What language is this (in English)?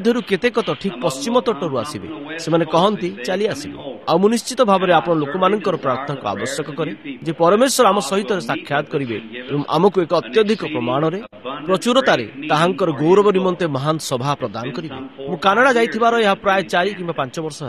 Odia